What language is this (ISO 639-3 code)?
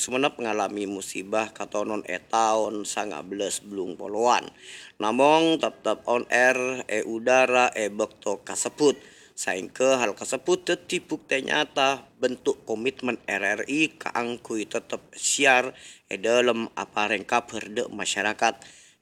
mad